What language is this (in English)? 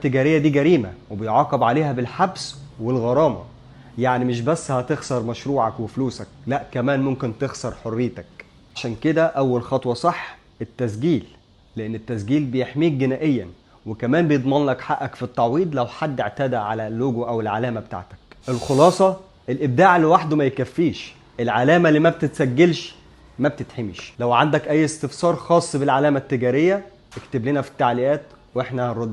Egyptian Arabic